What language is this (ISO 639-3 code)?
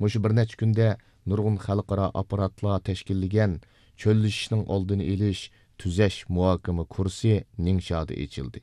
uig